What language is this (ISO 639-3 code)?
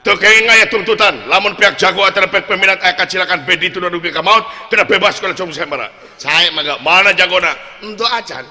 sun